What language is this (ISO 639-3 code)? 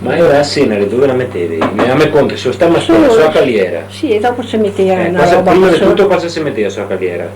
vec